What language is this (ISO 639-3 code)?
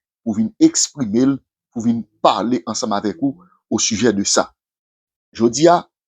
hat